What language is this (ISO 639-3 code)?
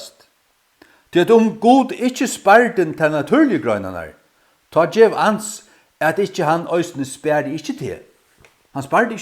fao